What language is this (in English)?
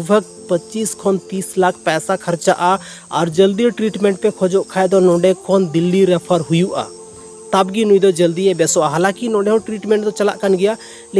Santali